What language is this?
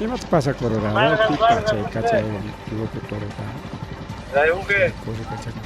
Ayacucho Quechua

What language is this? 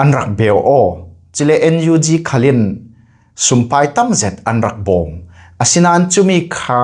Falam Chin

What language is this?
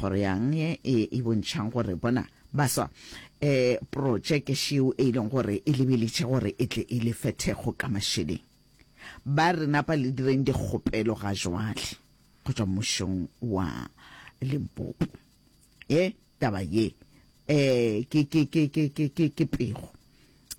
Northern Sotho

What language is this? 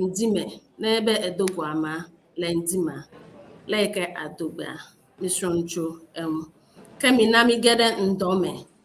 Ewe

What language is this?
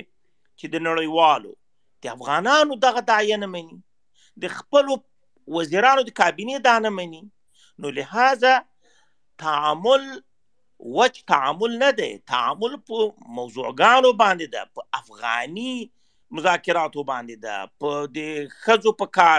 Pashto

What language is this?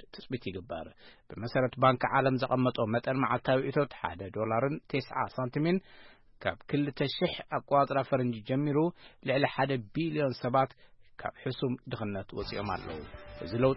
Tigrinya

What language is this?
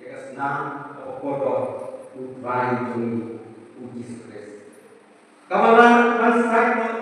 Khasi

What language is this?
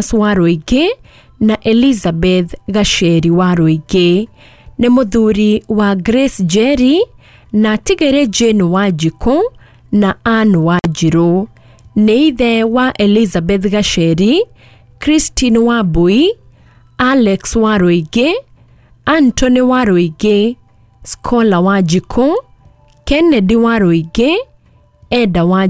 Kikuyu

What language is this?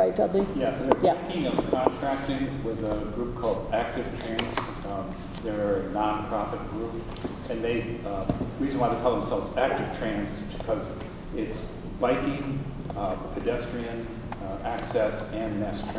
English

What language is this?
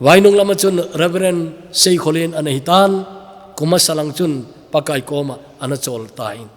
Thado Chin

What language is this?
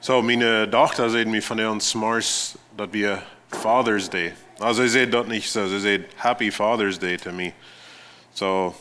Plautdietsch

